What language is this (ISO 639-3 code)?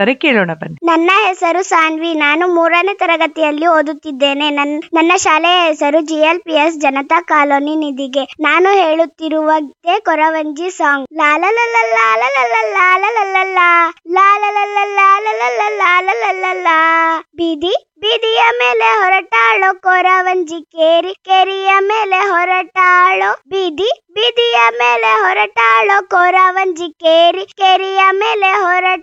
kan